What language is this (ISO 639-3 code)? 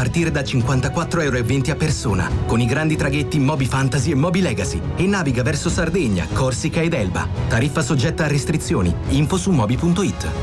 ita